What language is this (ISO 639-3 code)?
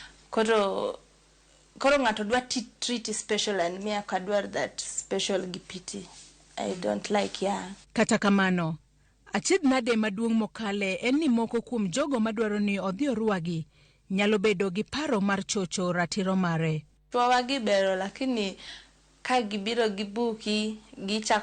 luo